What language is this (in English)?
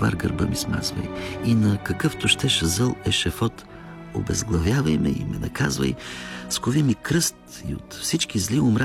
Bulgarian